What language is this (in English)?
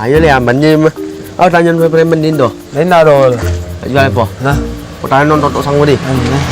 Minangkabau